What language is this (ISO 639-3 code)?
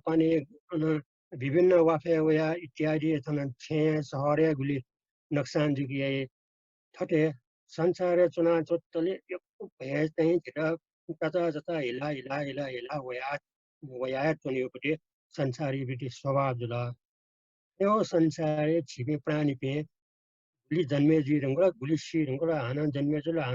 new